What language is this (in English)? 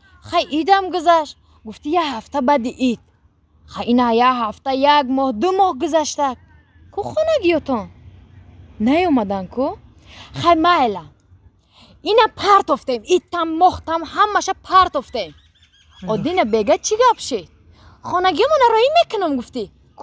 Tajik